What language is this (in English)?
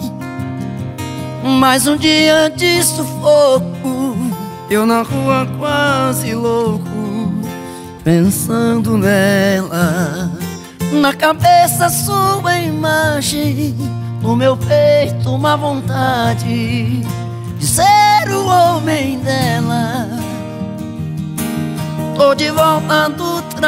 Portuguese